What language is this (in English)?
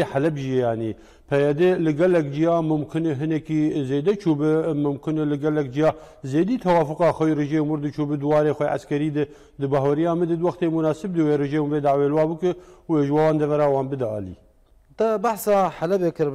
Kurdish